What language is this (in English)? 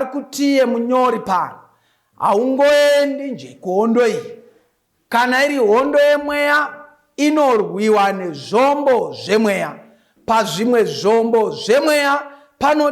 Shona